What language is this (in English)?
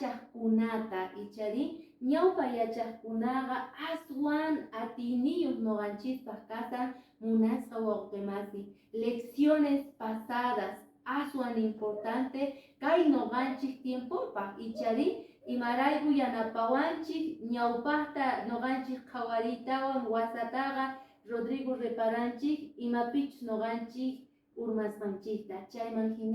Quechua